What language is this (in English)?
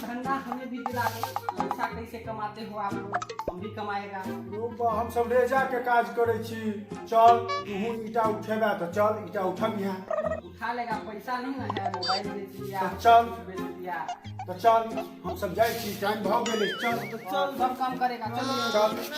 Maithili